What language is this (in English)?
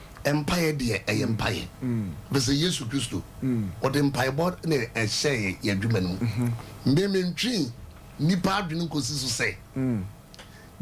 Akan